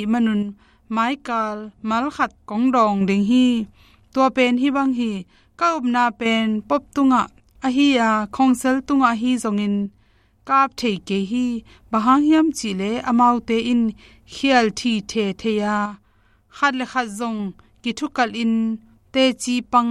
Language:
Tedim Chin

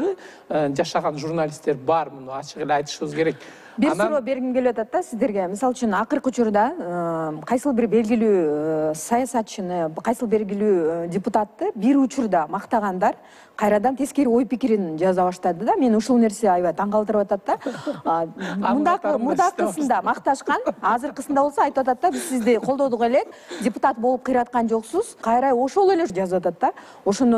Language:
Kyrgyz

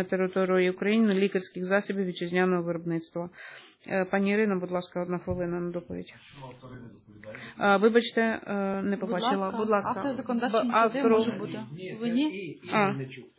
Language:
Ukrainian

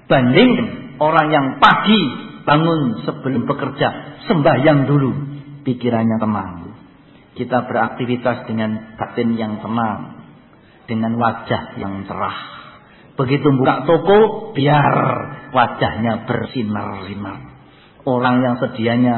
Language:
Indonesian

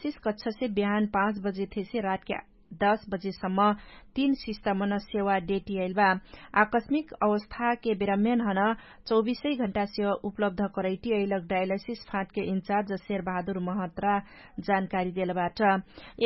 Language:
Dangaura Tharu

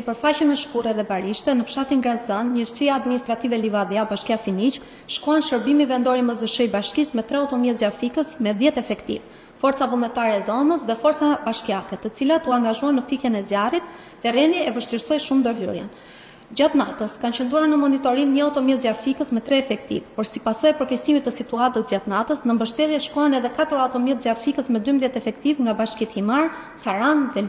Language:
Albanian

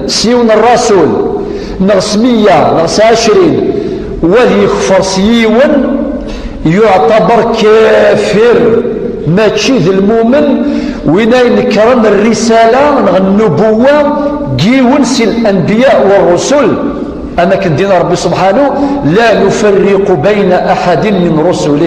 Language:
Kabyle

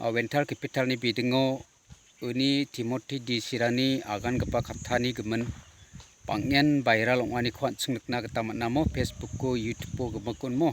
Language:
Garo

